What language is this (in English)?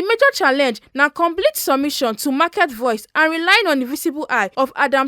Nigerian Pidgin